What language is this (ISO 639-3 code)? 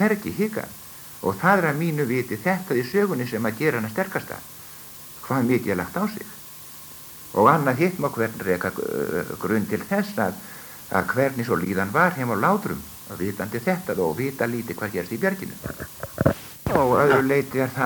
isl